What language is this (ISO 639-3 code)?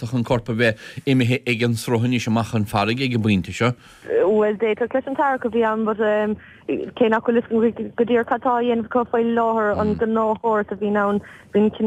gle